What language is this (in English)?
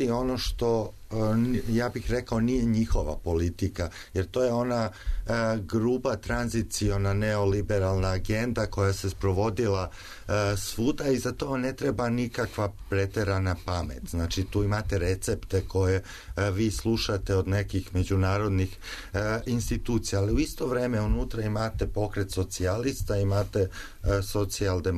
Serbian